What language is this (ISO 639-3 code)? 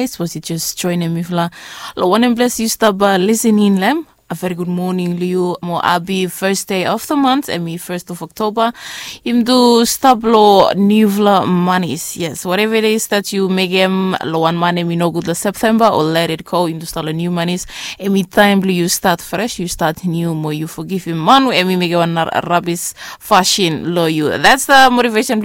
bis